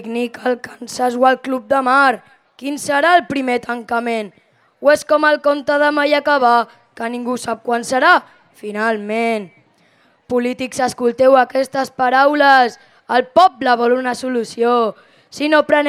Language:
Catalan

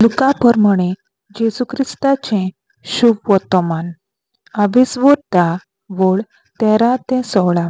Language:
Konkani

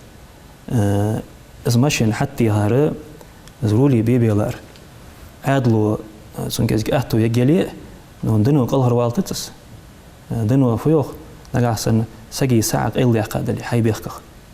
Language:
Ingush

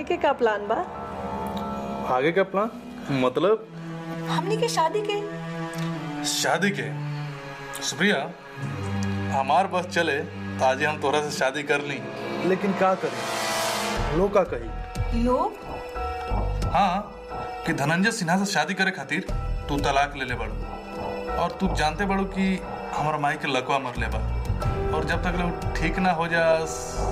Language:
Bhojpuri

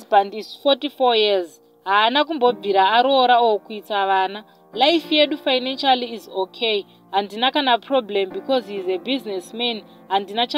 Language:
Shona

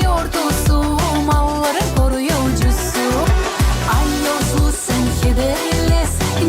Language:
Gagauz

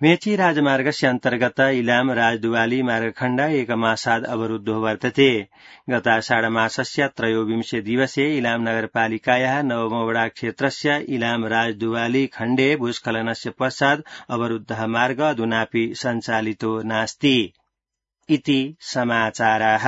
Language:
Sanskrit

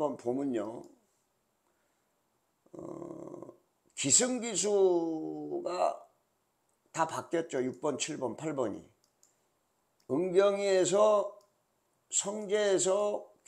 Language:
Korean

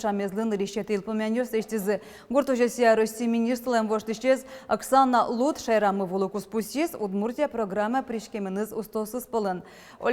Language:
Udmurt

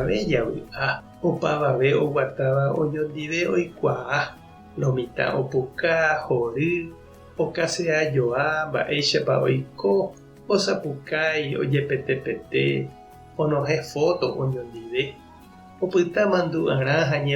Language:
Guarani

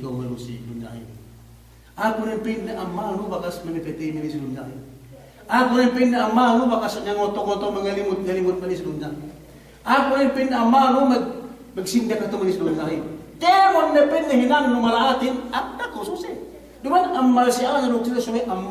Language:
Yakan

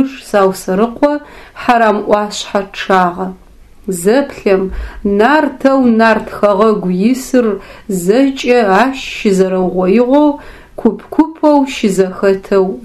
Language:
Adyghe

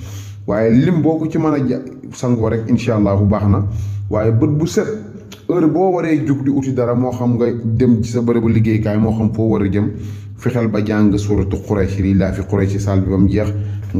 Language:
Wolof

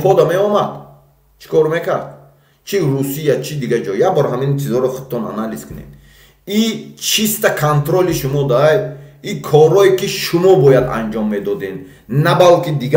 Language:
Tajik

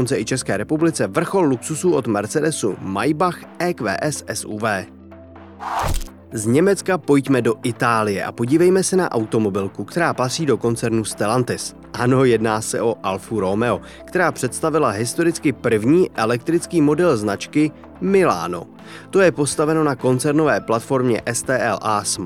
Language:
Czech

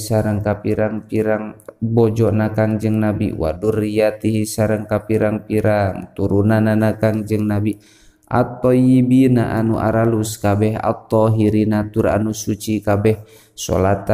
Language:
Sundanese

